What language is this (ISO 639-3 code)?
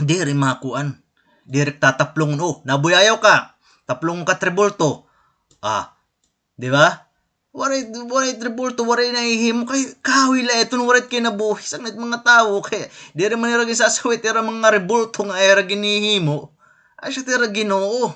war